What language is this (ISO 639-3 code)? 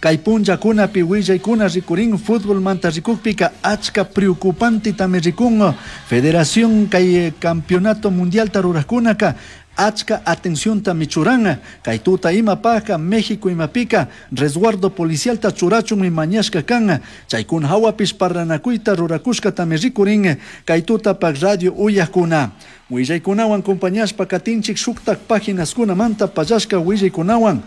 qug